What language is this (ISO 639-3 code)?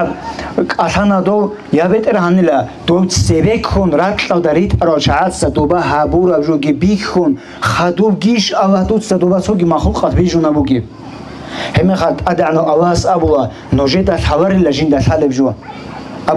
ava